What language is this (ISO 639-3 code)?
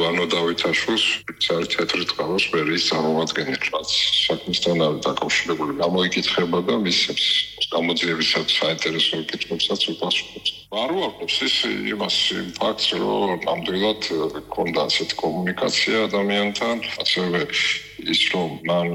kat